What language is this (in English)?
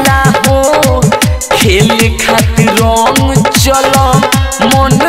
Bhojpuri